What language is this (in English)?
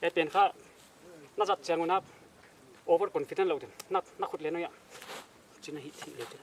Paite Chin